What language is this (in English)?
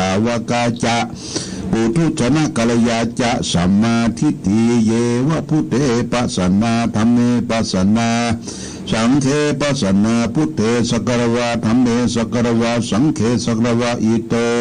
Pali